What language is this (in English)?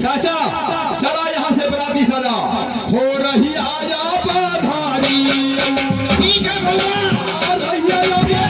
Maithili